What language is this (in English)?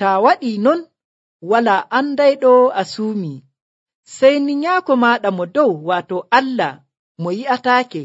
Nigerian Fulfulde